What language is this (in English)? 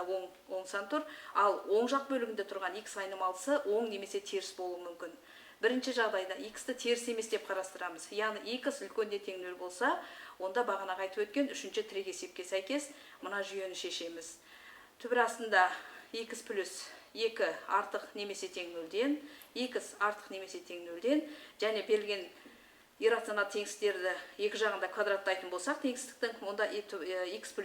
Kazakh